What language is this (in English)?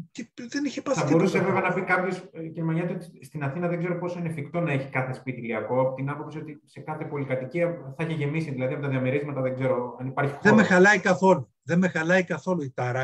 Greek